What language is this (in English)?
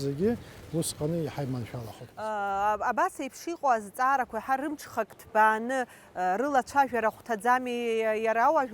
Abkhazian